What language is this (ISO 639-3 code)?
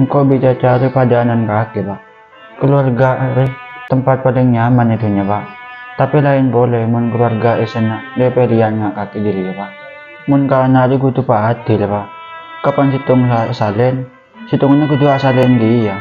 mad